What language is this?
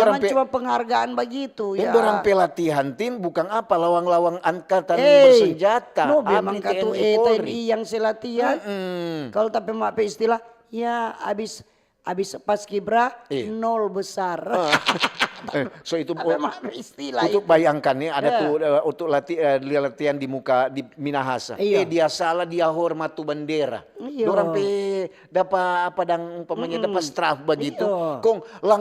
Manado Malay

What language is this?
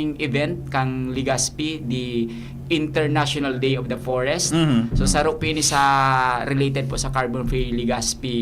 Bikol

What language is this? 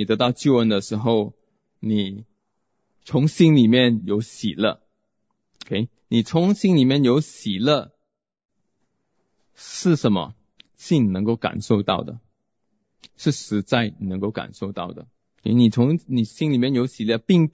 Chinese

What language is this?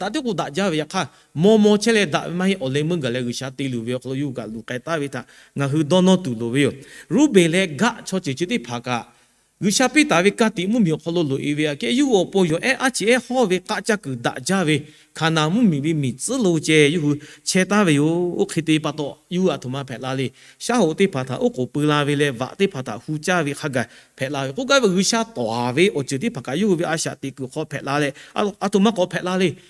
Lahu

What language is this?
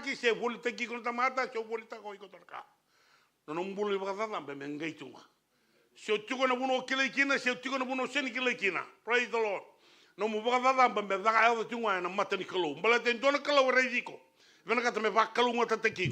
Fijian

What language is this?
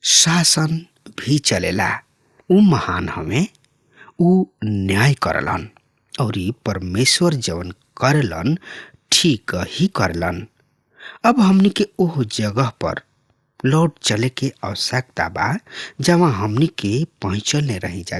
Bhojpuri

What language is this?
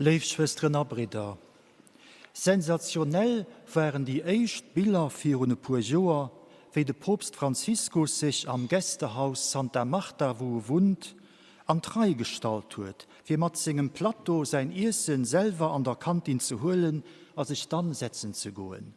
Luxembourgish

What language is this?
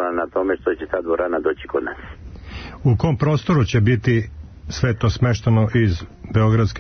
Serbian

